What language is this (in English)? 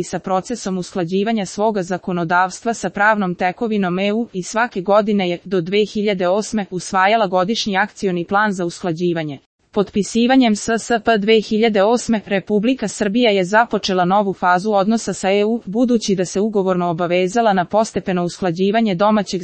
Serbian